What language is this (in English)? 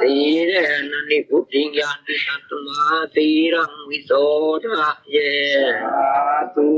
Pali